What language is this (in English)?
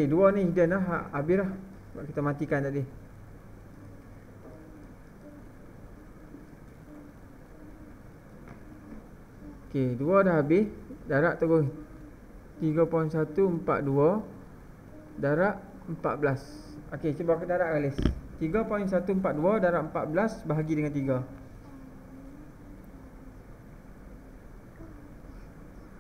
Malay